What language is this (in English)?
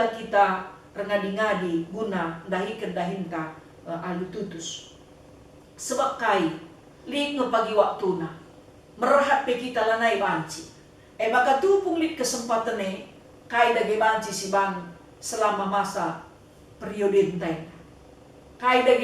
Batak Karo